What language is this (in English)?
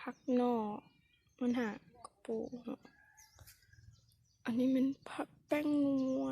Lao